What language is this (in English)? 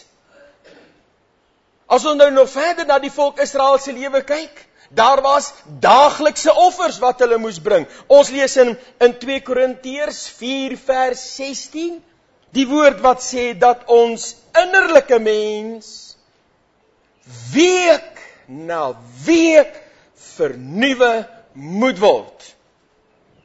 Afrikaans